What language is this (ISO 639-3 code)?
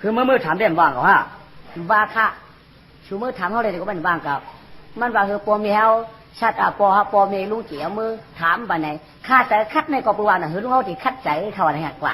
shn